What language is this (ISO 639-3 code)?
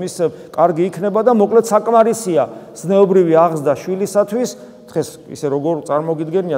kat